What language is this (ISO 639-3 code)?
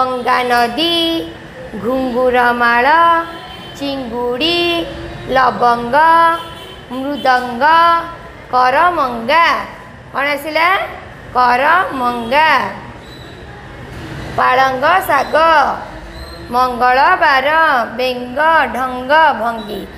ori